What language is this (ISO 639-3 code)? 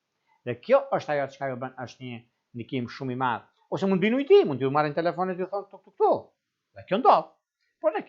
sqi